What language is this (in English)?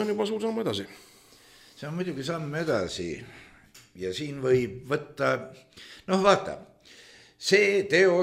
Estonian